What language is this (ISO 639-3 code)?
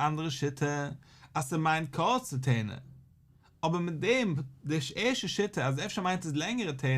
yid